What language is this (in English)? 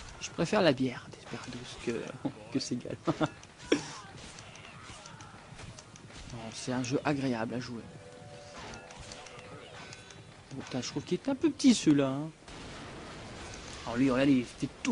French